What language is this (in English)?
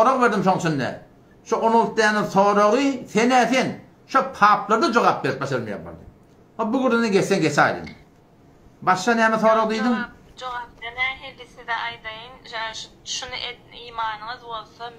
Turkmen